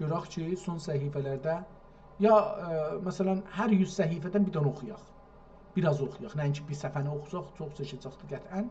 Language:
South Azerbaijani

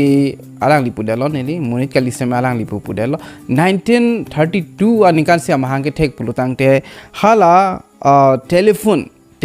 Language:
Karbi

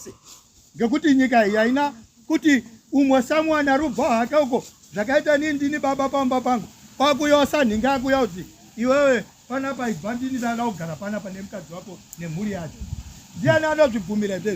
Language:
Shona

